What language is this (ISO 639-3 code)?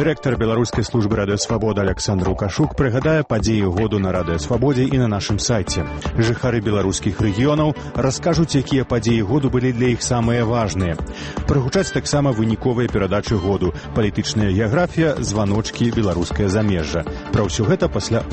bel